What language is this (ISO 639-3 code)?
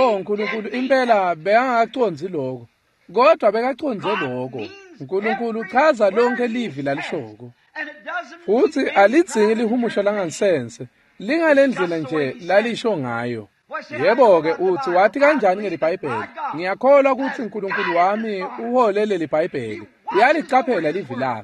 ssw